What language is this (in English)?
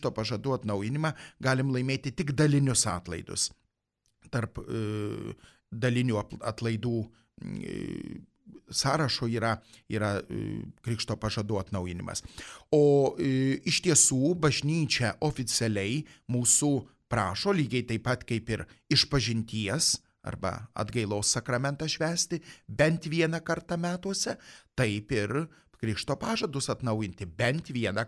Lithuanian